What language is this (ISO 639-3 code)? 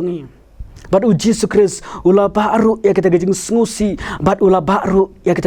kha